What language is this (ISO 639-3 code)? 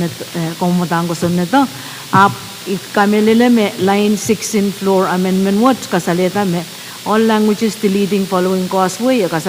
pon